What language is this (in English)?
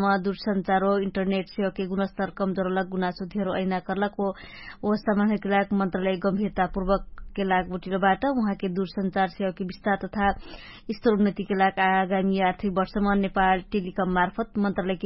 Dangaura Tharu